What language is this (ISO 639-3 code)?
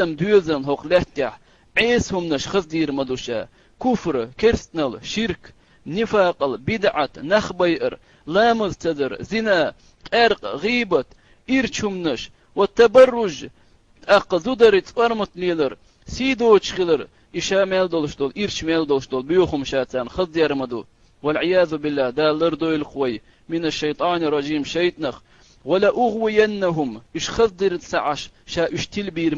che